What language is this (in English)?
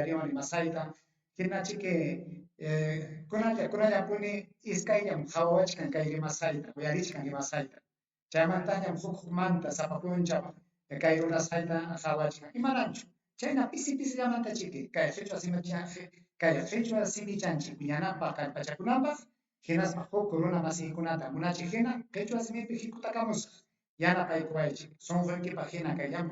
Ayacucho Quechua